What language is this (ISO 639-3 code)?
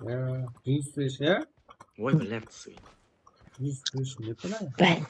kaa